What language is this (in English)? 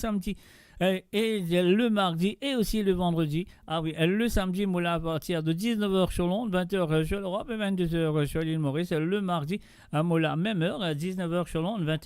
Morisyen